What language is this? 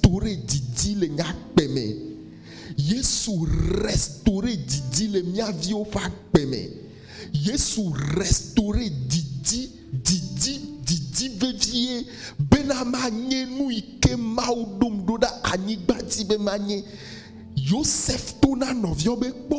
Ewe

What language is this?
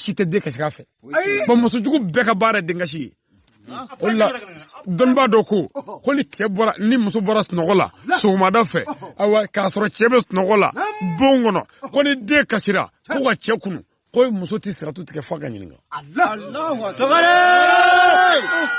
Bambara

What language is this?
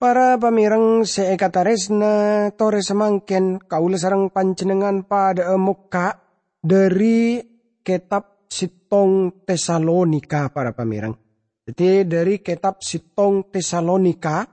Madurese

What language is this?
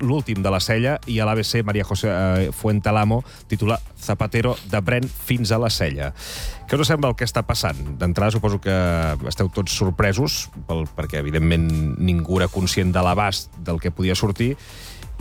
Catalan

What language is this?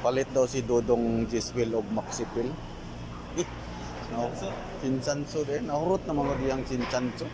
Cebuano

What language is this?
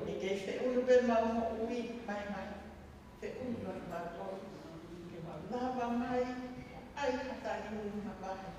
Tongan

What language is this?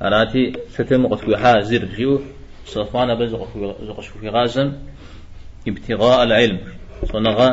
Kabardian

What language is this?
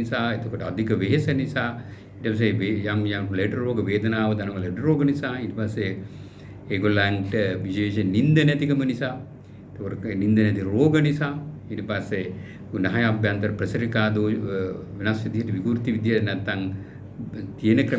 Sinhala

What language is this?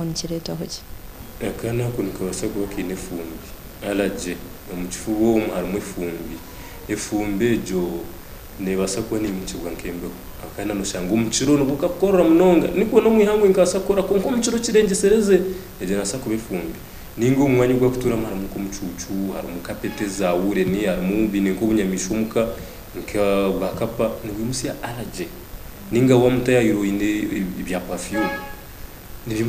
Nyankole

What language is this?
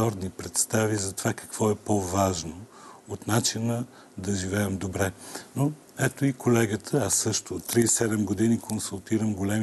Bulgarian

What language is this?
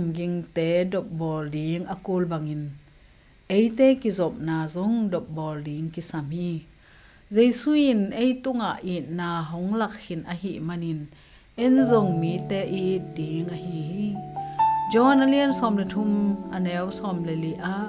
Tedim Chin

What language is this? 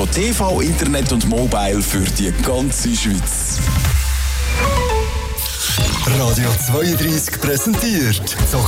German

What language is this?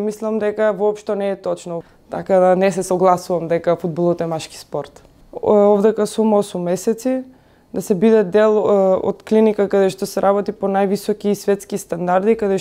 Macedonian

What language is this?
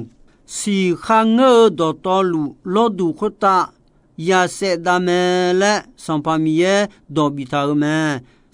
Akha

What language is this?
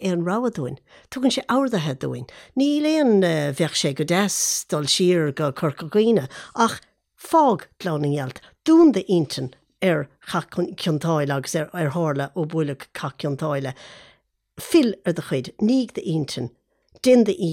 Irish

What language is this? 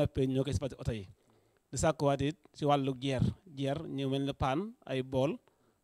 Wolof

